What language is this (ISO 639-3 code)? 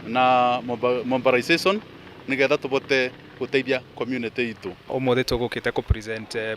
kik